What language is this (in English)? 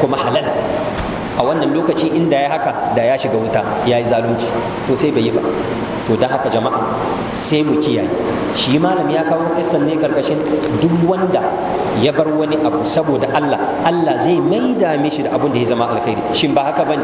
Hausa